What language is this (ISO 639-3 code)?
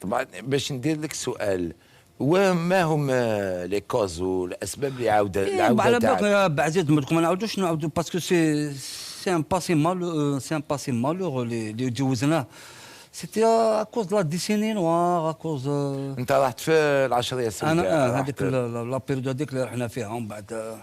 arq